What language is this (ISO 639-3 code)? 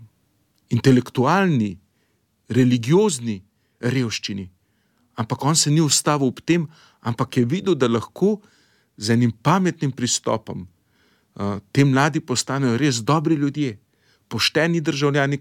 slv